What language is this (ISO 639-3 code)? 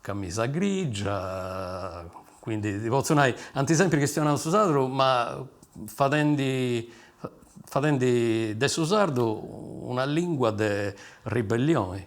srd